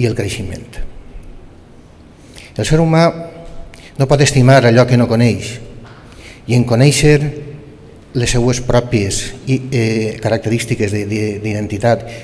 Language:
Catalan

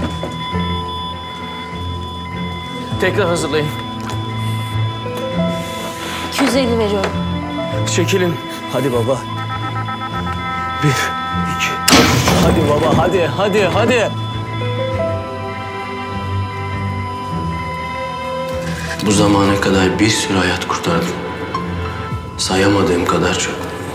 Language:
Turkish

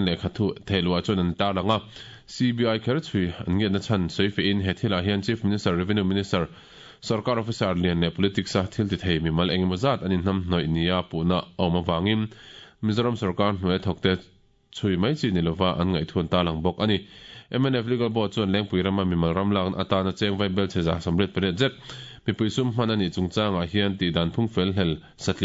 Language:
Mizo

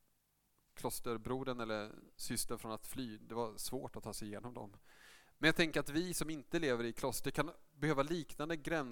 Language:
Swedish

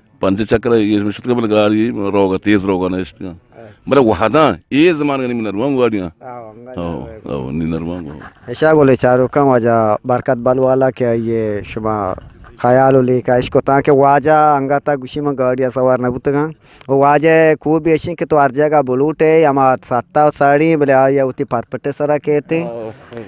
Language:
Eastern Balochi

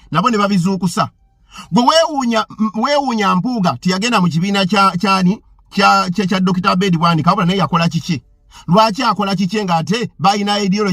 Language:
Ganda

